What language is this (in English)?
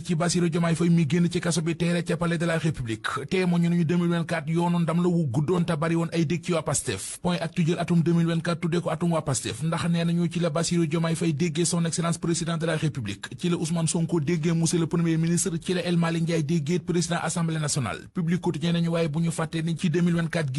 Wolof